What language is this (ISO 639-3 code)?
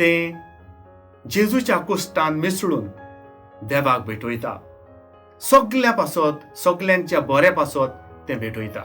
kok